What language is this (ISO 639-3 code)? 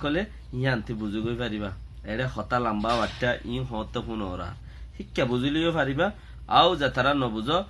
rhg